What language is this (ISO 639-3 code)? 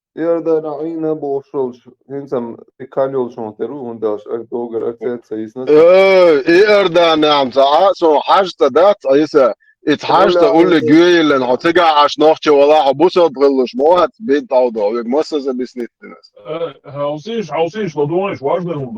che